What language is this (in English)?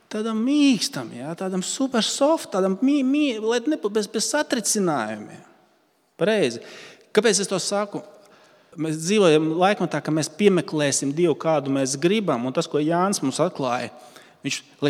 Latvian